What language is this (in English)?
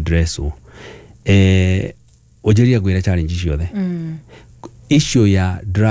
Kikuyu